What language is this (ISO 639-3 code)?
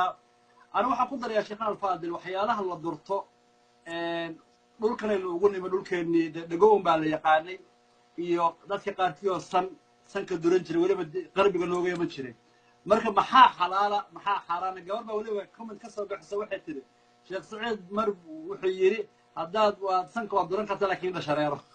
som